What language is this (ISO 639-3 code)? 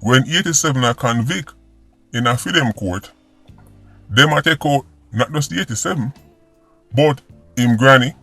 jam